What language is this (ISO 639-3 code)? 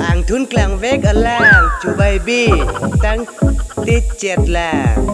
mjw